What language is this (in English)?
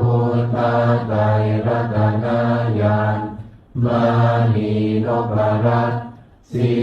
Pali